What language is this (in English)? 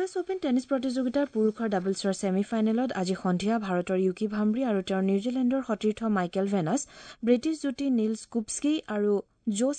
Assamese